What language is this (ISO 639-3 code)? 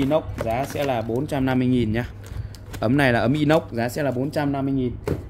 vie